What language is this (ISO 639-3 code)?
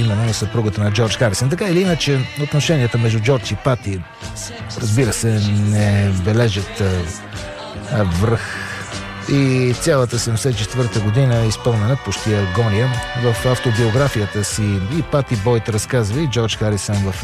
bul